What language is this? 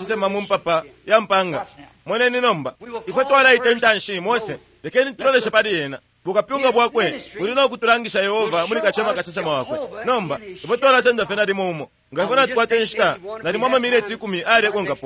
Bemba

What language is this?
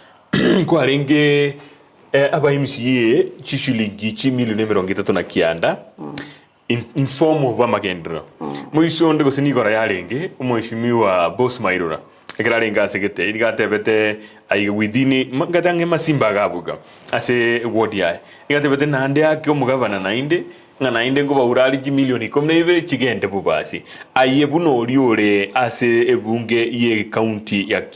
Gusii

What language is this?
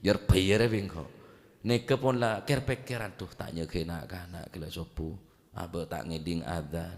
Madurese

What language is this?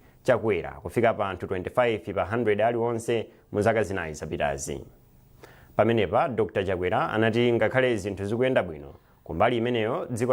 Nyanja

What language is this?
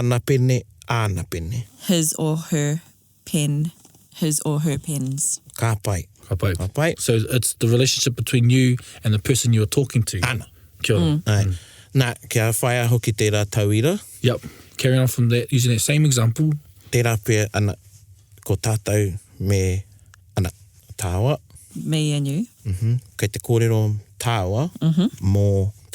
Māori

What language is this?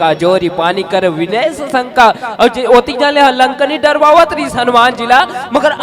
Chhattisgarhi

